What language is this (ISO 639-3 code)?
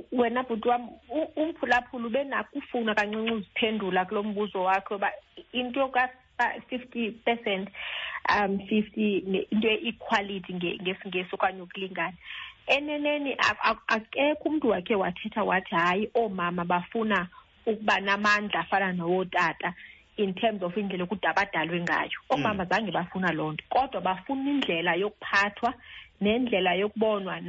xho